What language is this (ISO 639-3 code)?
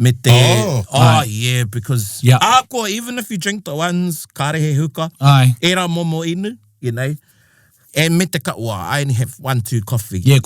mri